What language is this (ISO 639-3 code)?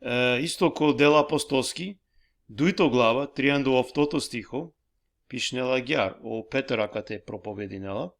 rmn